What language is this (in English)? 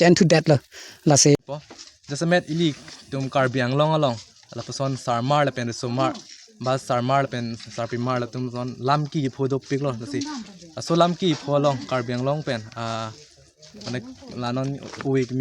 Karbi